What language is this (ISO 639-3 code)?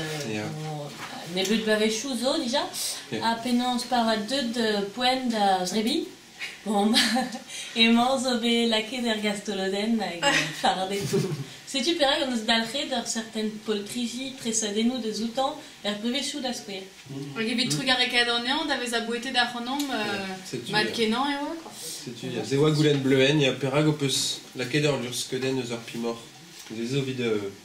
bre